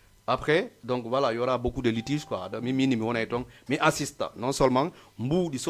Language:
Fula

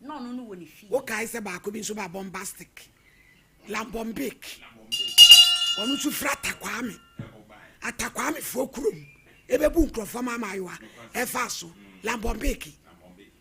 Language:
Akan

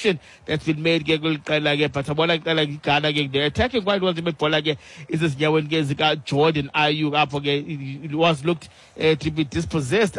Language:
Xhosa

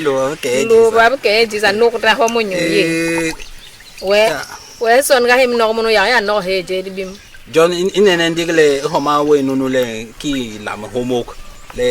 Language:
Basaa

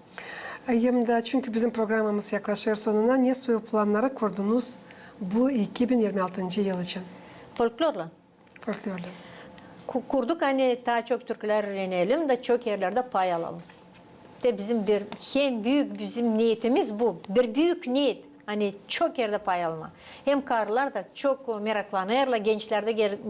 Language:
Gagauz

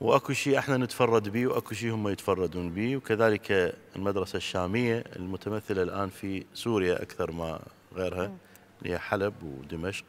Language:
Mesopotamian Arabic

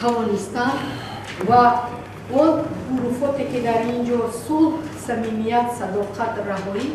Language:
Tajik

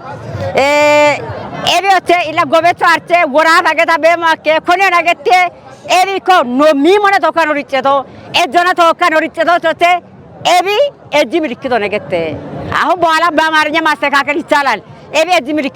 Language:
Kafa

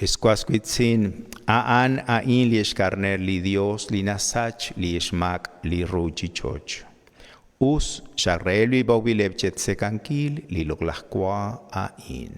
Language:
Kekchí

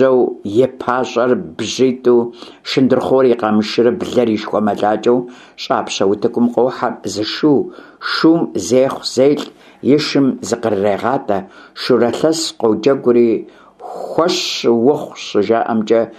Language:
Kabardian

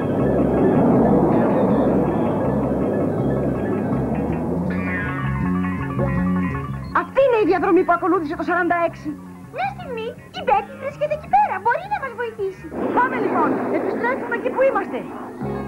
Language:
Greek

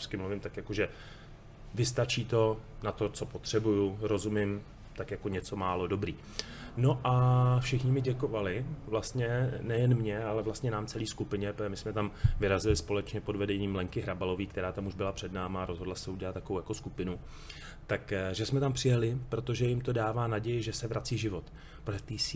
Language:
Czech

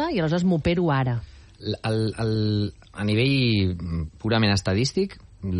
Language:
Catalan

